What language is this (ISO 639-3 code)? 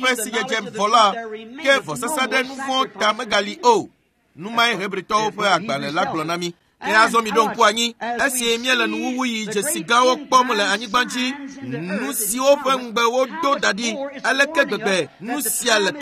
ewe